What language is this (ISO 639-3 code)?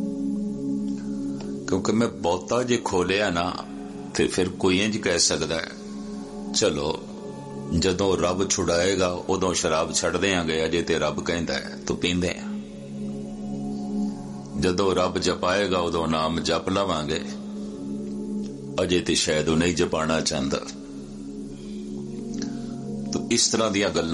pan